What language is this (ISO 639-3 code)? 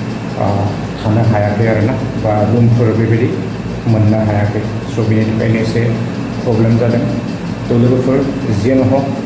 brx